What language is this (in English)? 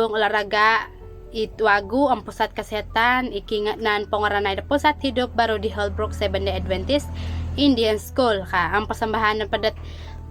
Central Dusun